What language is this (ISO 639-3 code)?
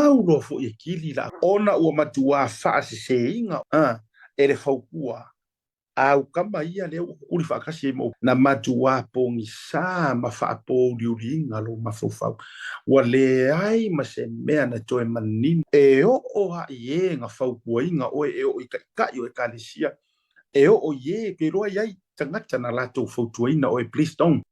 smo